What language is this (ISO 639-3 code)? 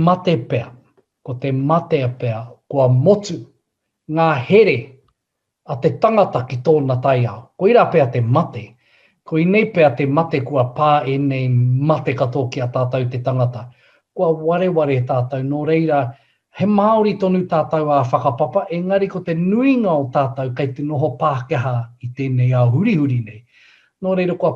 mri